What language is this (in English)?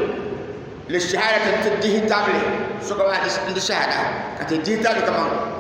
Dagbani